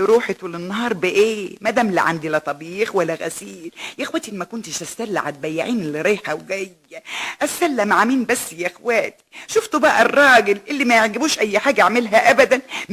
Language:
Egyptian Arabic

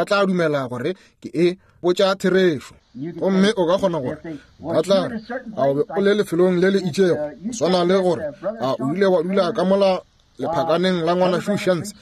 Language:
Northern Sotho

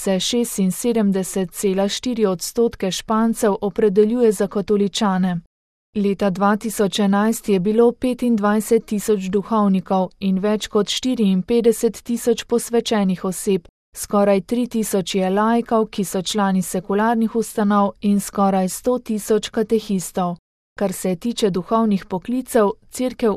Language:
Slovenian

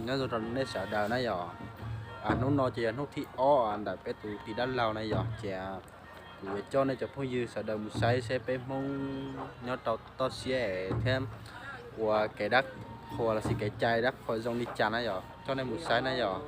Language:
Hmong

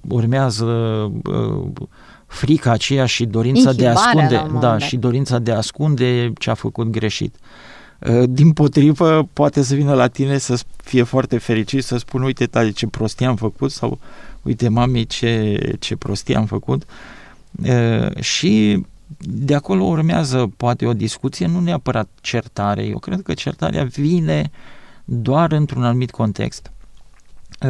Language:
Romanian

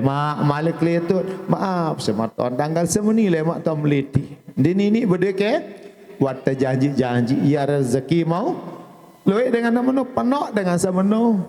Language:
Sasak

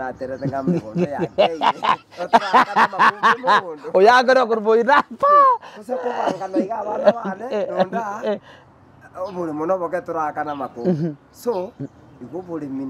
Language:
Gusii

